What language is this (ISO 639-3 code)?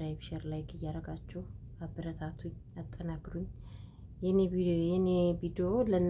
amh